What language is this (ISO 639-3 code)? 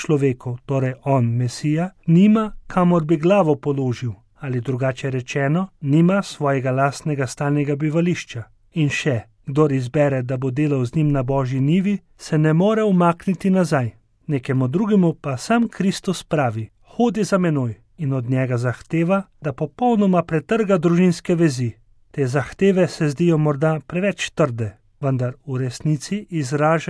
slv